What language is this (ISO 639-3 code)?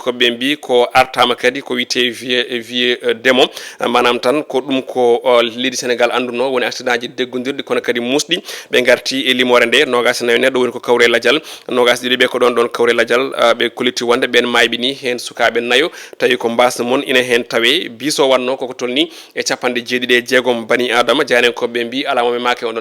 ful